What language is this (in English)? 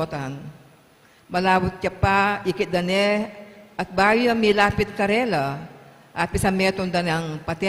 Pampanga